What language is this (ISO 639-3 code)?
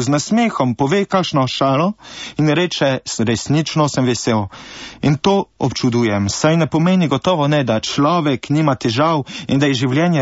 slv